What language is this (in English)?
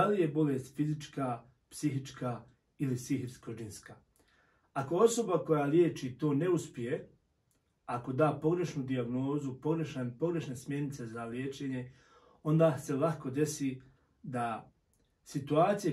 Bosnian